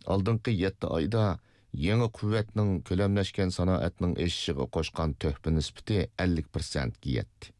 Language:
Uyghur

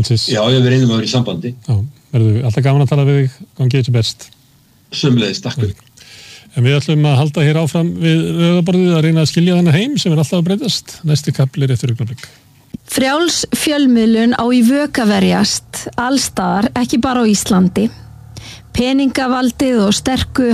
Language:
Icelandic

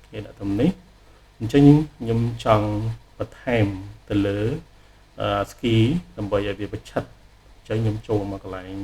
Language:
Khmer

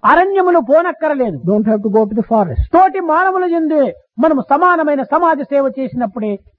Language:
Telugu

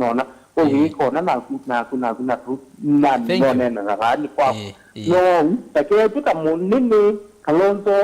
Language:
Kamba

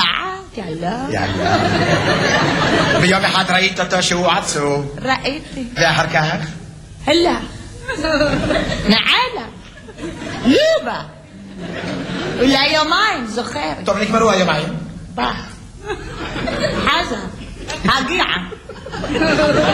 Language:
Hebrew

